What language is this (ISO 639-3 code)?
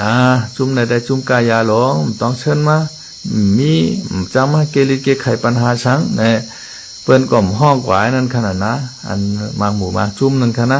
shn